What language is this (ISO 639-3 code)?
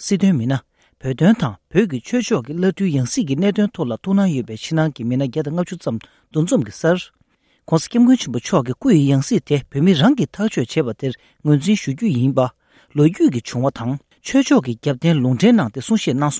bod